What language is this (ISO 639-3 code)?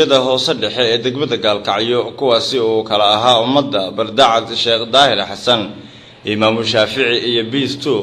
som